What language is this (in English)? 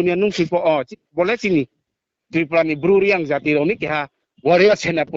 Riang (India)